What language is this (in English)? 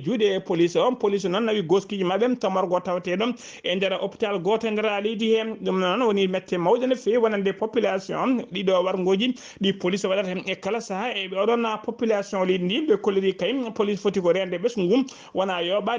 Fula